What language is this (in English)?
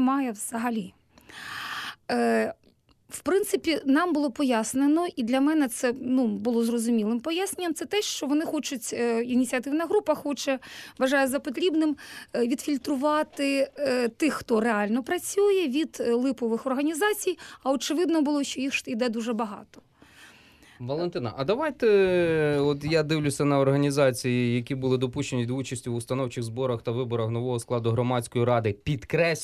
Ukrainian